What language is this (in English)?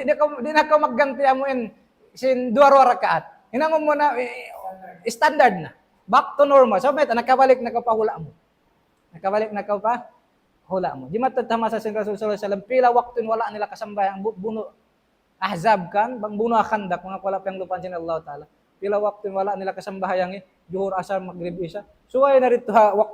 Tausug